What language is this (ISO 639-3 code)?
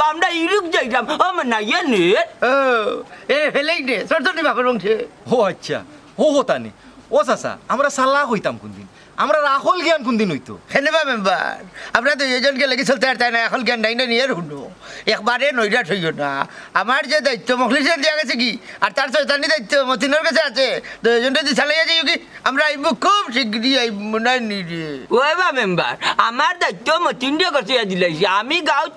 syl